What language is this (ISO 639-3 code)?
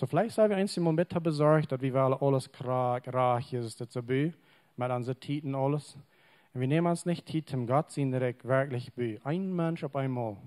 pdt